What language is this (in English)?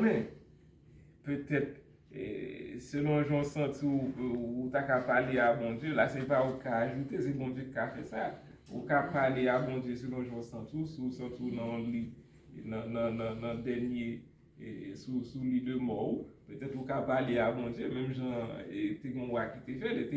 Haitian Creole